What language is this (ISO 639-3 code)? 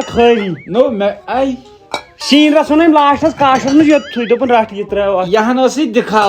kas